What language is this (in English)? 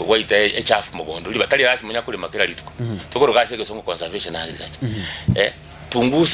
Gusii